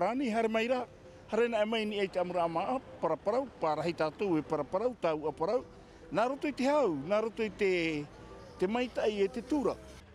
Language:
Tahitian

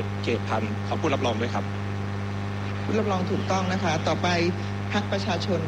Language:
Thai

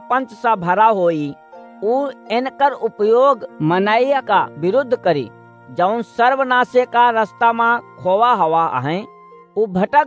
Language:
Awadhi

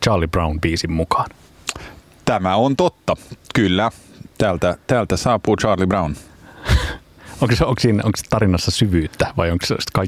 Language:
Finnish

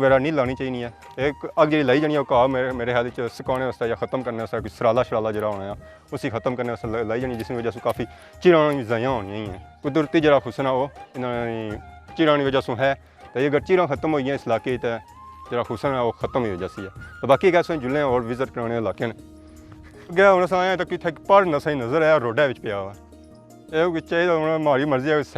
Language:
Pahari-Potwari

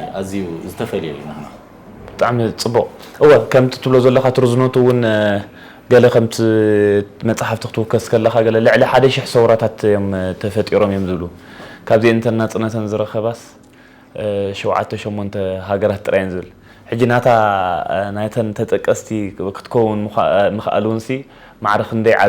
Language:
Tigrinya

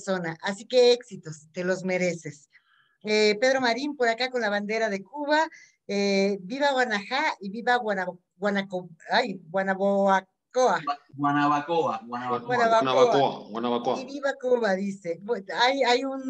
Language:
Spanish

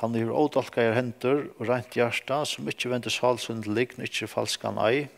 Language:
Faroese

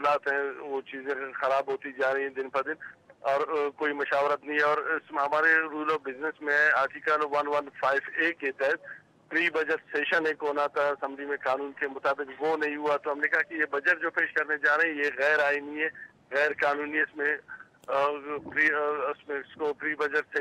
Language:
Urdu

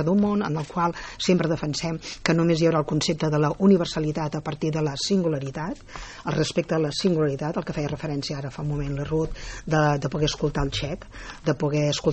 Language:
Catalan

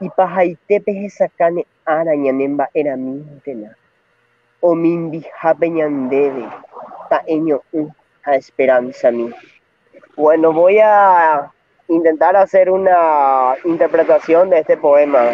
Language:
Guarani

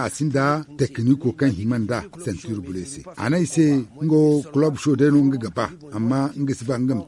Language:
Zarma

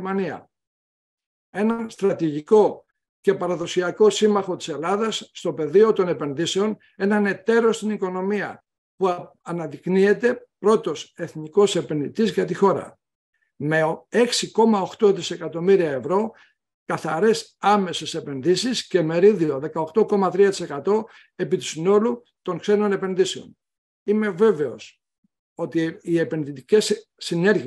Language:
Greek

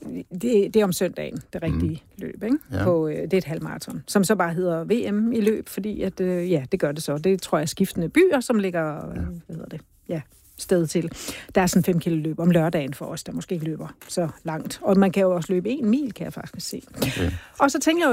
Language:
Danish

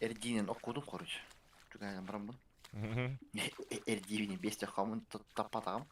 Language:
Yakut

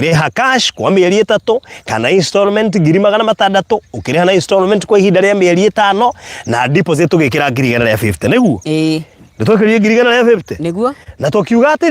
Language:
Kikuyu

